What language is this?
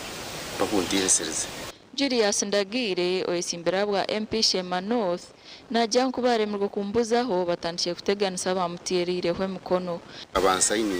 Nyankole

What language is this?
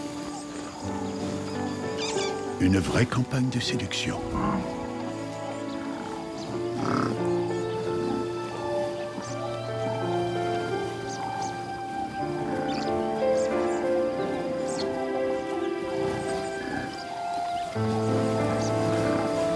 French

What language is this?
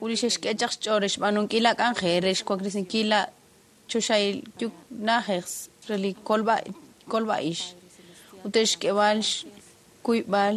Kekchí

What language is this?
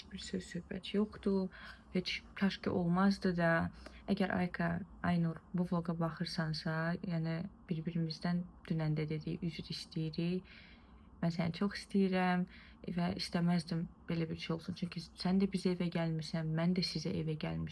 Azerbaijani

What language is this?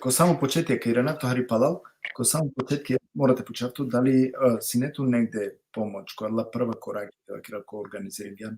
Balkan Romani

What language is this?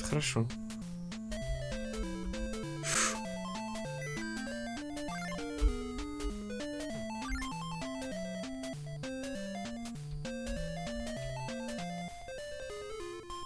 Russian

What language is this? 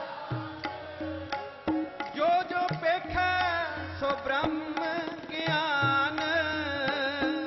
Punjabi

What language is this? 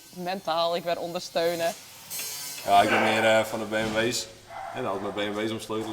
Western Frisian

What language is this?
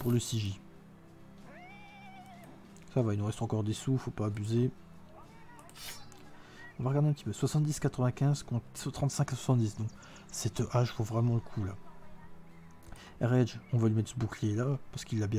French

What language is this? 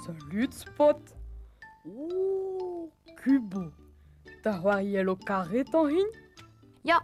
Breton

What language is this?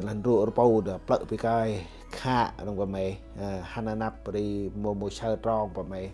Central Mnong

